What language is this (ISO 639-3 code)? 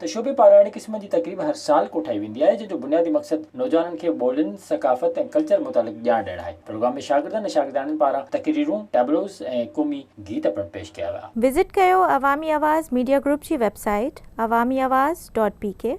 snd